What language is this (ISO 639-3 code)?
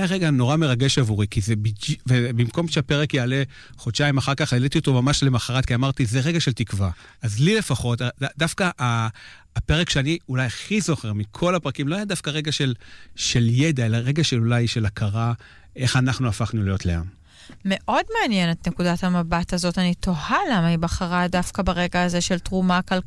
heb